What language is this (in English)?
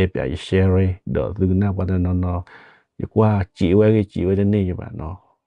S'gaw Karen